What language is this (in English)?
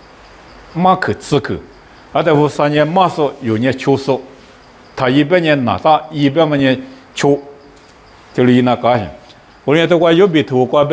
Lisu